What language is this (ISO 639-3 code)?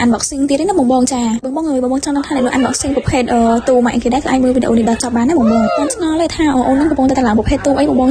khm